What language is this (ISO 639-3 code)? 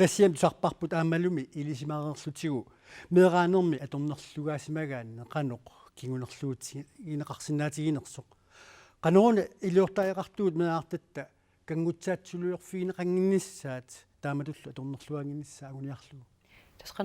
kal